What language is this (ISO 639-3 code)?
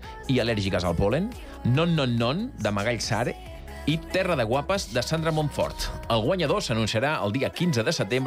cat